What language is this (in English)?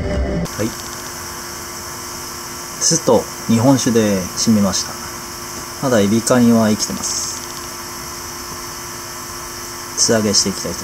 Japanese